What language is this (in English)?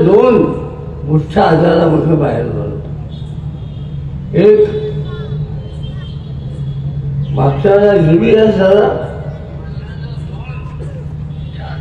Marathi